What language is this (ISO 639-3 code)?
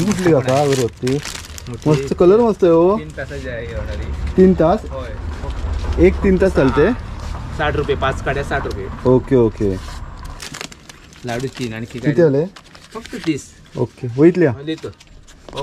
mar